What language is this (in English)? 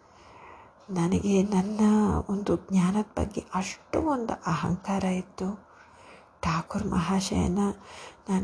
Kannada